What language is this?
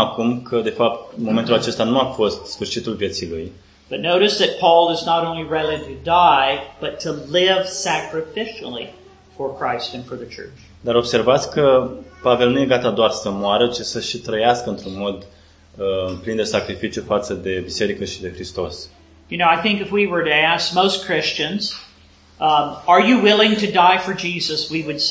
Romanian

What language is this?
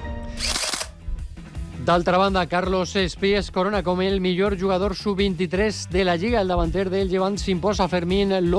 Catalan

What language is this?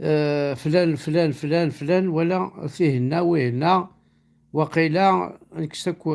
Kabyle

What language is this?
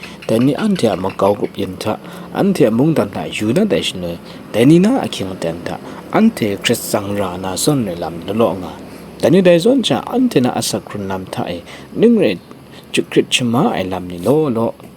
Kachin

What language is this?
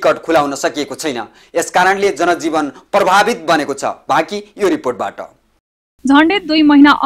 Nepali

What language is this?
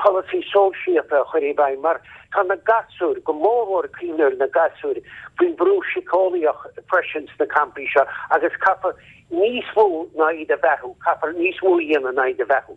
Irish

